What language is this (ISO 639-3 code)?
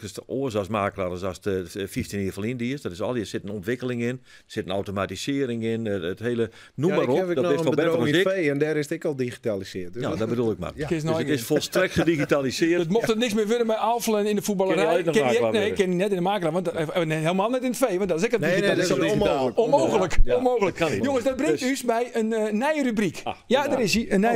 fry